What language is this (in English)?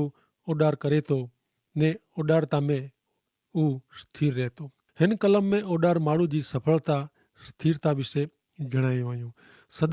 Kachhi